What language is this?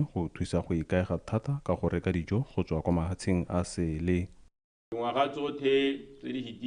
Tswana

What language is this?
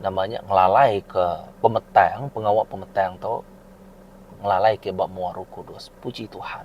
Iban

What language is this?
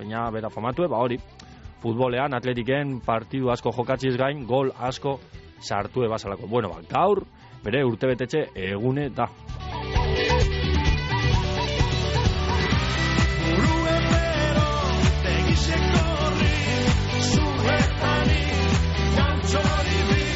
Basque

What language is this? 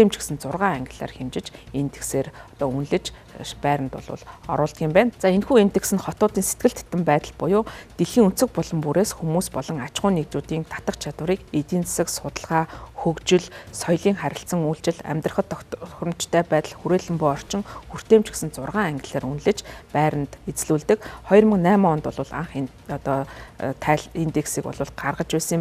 Mongolian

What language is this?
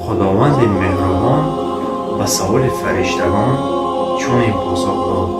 Tajik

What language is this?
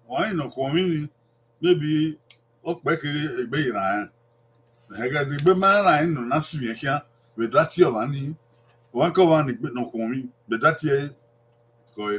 Bini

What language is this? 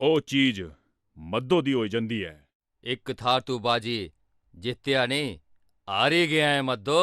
Dogri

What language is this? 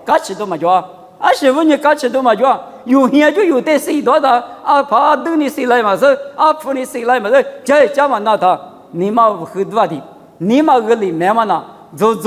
Lisu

